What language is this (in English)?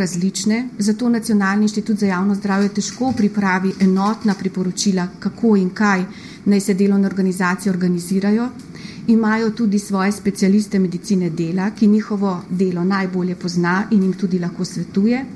Slovenian